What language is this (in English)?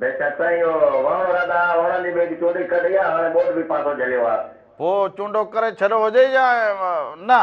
Sindhi